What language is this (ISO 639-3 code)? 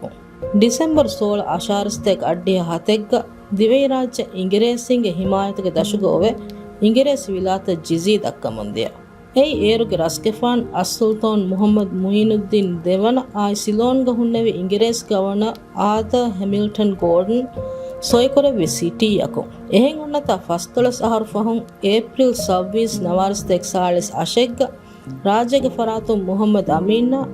div